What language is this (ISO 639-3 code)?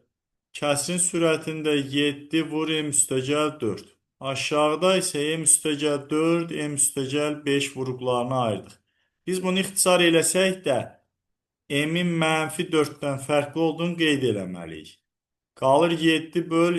aze